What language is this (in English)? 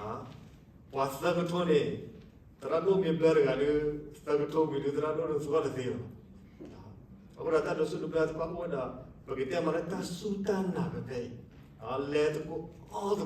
S'gaw Karen